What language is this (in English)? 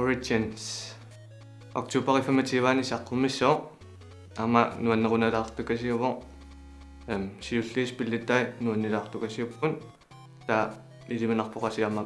Kalaallisut